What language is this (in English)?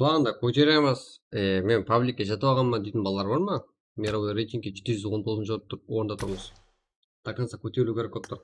Kara-Kalpak